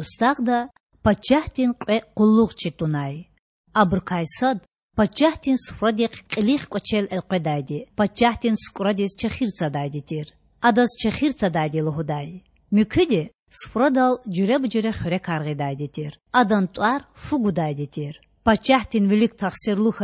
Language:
Lezghian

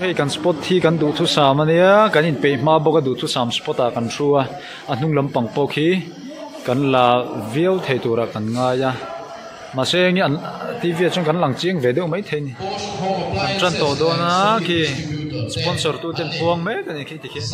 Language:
Mizo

